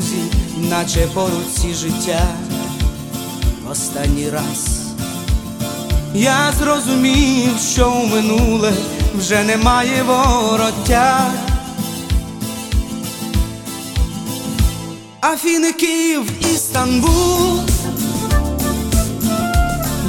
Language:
Ukrainian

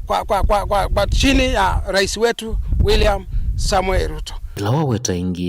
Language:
Kamba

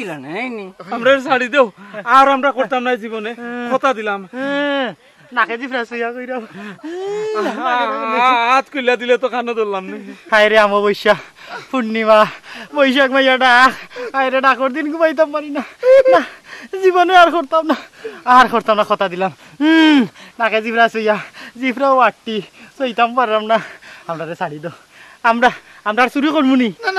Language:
Sylheti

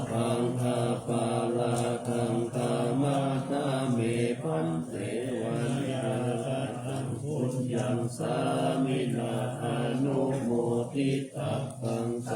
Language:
Pali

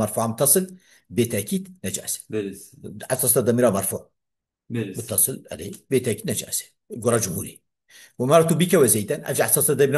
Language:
Kurdish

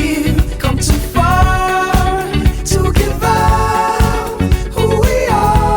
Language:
Faroese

